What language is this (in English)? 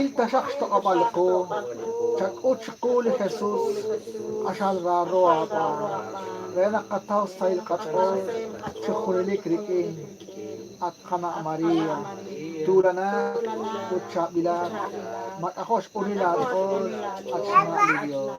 Kekchí